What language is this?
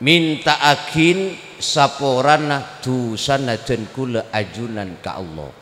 Madurese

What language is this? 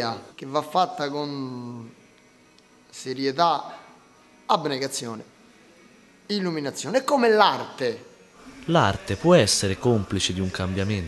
Italian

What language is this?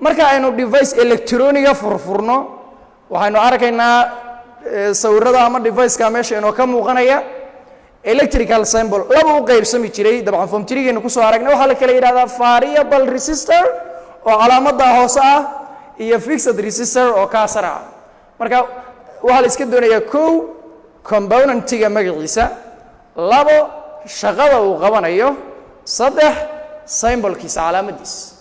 Somali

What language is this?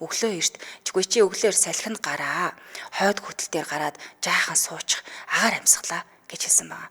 Mongolian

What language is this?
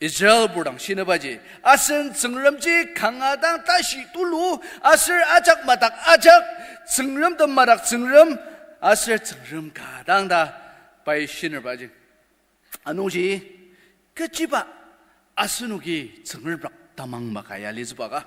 Ao Naga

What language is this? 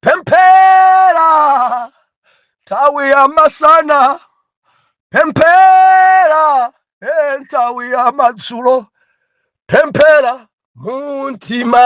Nyanja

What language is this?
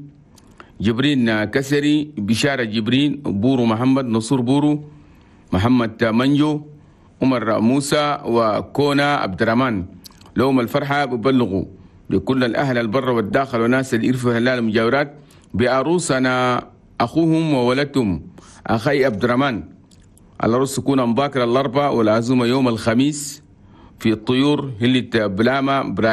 Chadian Arabic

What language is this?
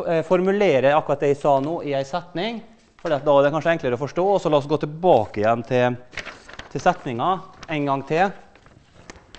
Norwegian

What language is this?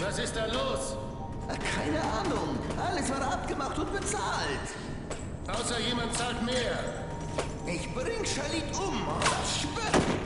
Bavarian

